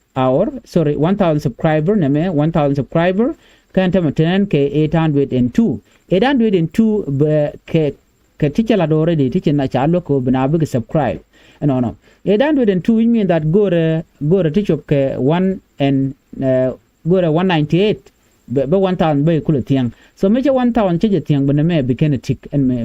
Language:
Nuer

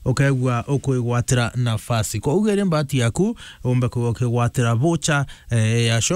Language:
Meru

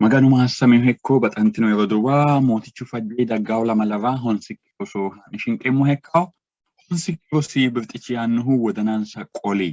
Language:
Sidamo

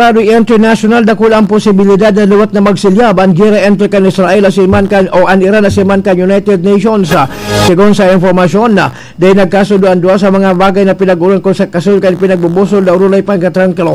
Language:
Bikol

